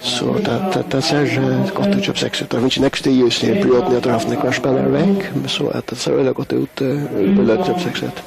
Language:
Faroese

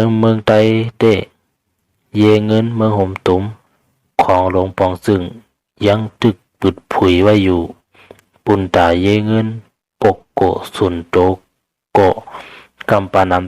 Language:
Shan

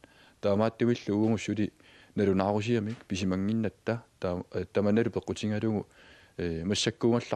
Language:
Kalaallisut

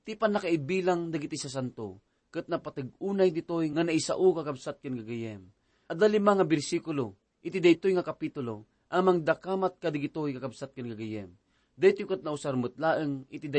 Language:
Iloko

